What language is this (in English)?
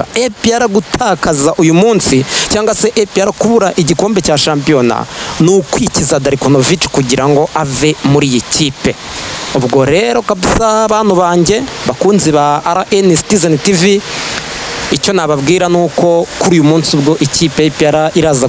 Kinyarwanda